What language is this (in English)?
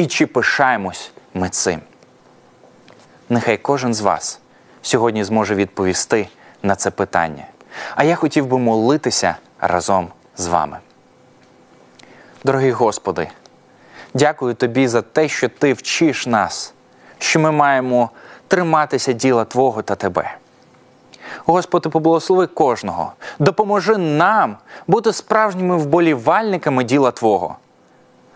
Ukrainian